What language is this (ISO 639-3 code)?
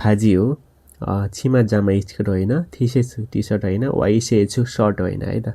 nep